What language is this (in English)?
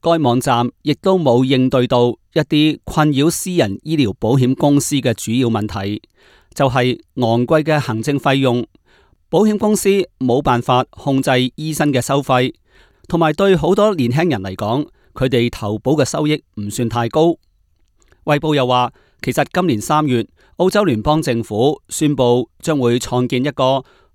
Cantonese